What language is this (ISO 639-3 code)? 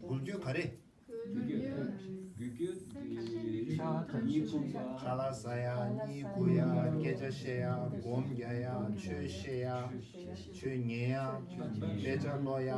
bod